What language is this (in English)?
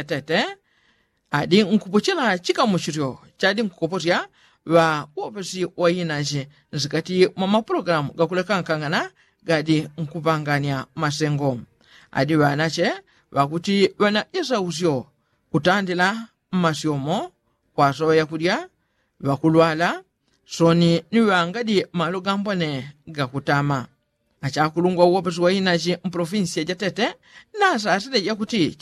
Yao